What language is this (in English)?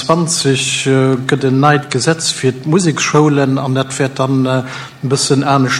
Luxembourgish